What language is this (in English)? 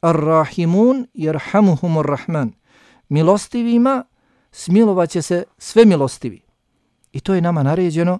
Bosnian